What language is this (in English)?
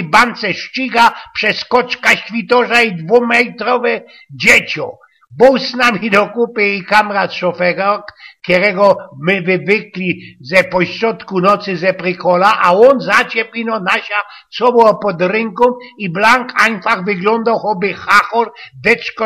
Silesian